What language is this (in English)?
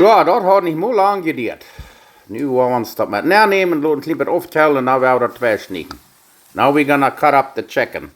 Plautdietsch